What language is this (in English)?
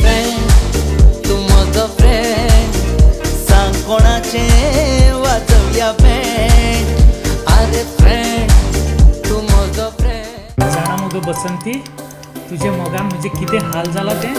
Konkani